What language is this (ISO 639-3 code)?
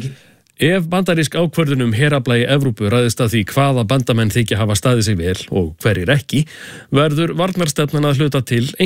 isl